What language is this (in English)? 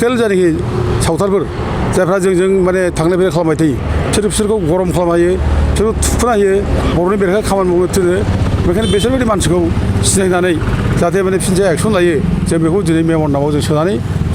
Bodo